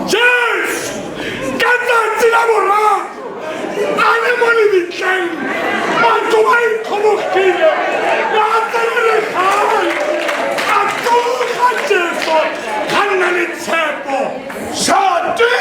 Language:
Tswana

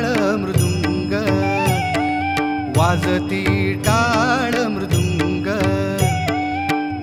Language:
Marathi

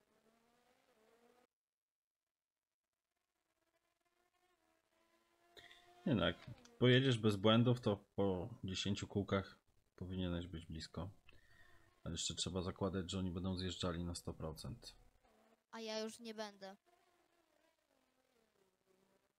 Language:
Polish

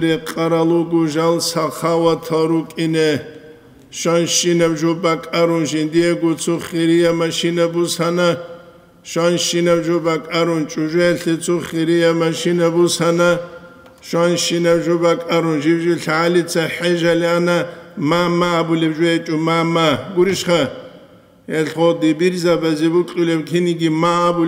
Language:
Avaric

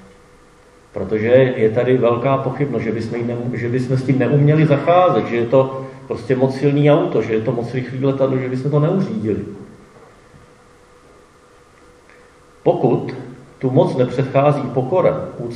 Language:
Czech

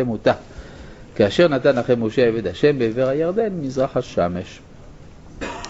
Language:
Hebrew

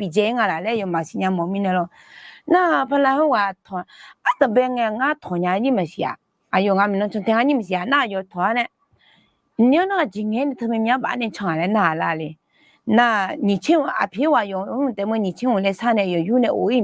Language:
Akha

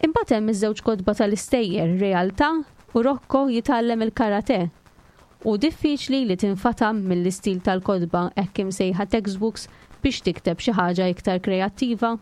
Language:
Maltese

